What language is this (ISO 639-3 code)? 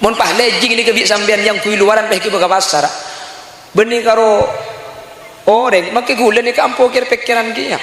mad